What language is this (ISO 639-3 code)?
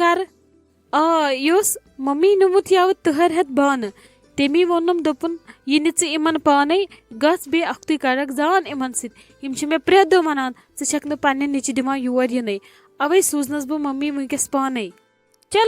kas